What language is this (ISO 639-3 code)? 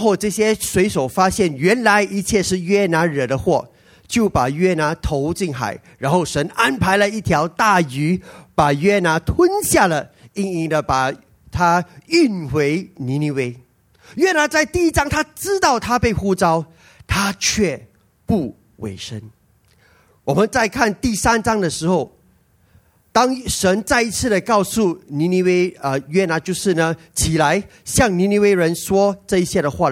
zho